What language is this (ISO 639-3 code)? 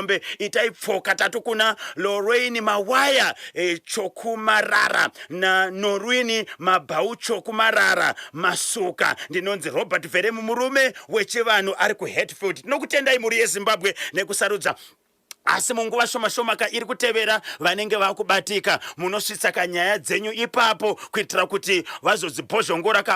sna